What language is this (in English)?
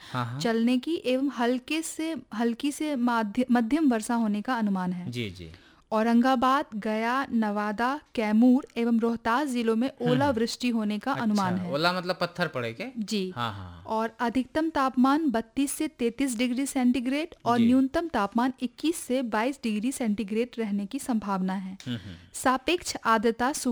Hindi